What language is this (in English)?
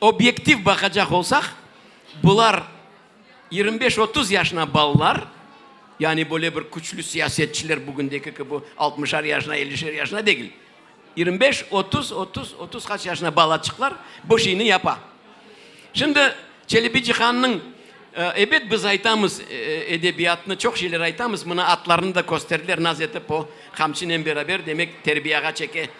Crimean Tatar